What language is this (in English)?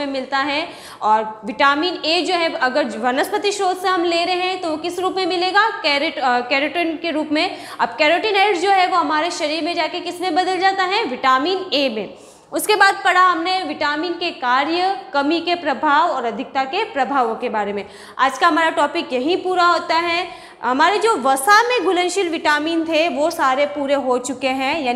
Hindi